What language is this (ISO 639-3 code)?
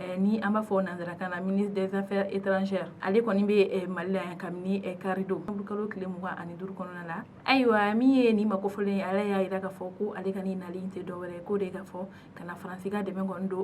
bam